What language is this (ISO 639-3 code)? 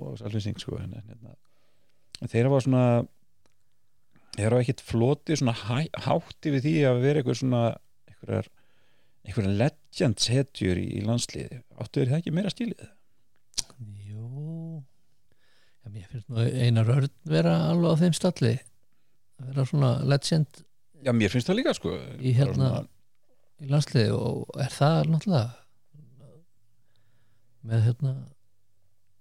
isl